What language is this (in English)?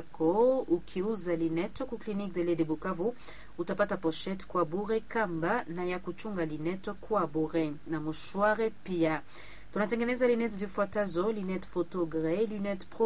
Swahili